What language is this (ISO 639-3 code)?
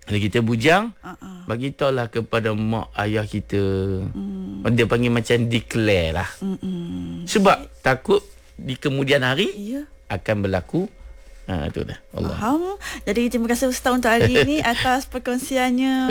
msa